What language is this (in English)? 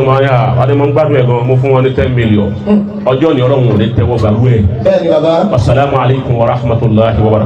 Yoruba